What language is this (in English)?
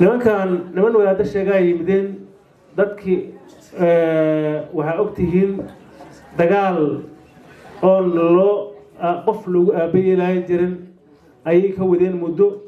Somali